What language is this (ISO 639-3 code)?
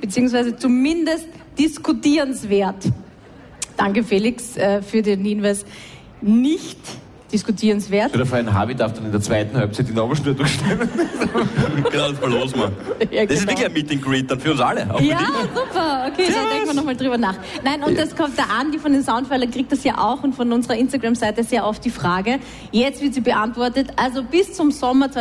deu